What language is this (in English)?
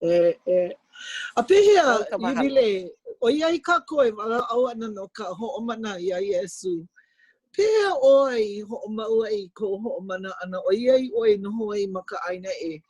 Hawaiian